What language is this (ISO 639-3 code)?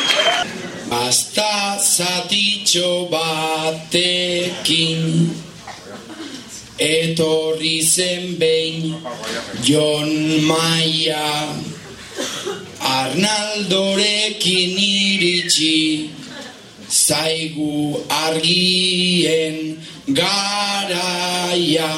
eus